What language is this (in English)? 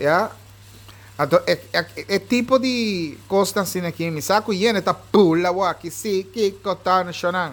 Papiamento